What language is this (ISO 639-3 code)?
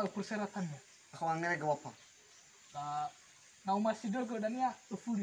nia